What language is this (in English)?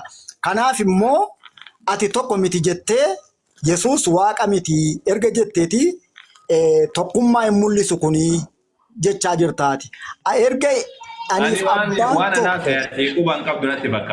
Oromo